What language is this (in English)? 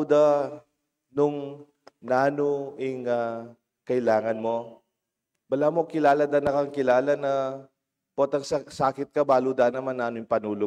Pampanga